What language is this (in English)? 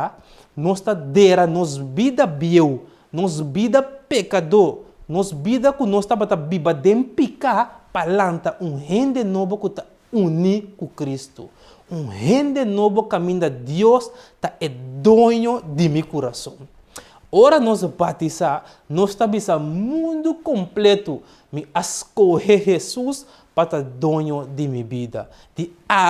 Papiamento